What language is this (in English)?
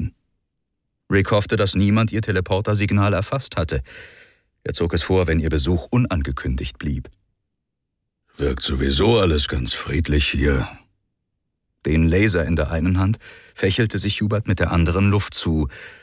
German